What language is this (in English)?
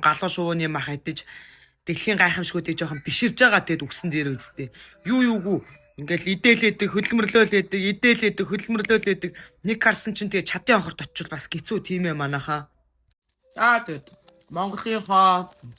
Mongolian